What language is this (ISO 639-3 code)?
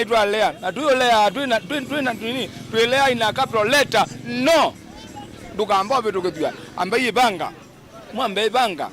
kam